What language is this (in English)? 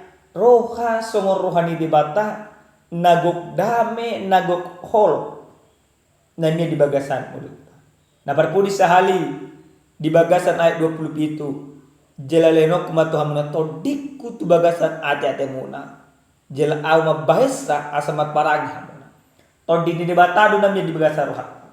Batak Toba